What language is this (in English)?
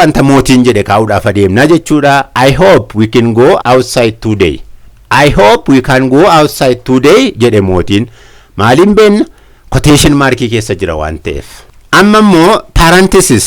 Oromo